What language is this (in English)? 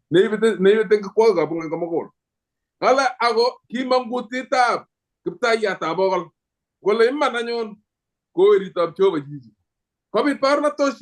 Kalenjin